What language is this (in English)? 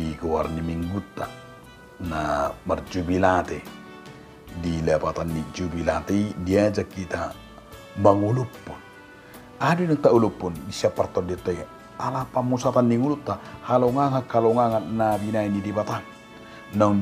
Batak Toba